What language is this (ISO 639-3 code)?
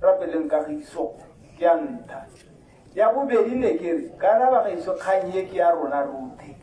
tsn